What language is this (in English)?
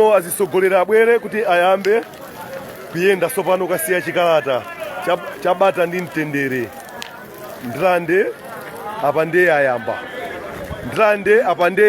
Nyanja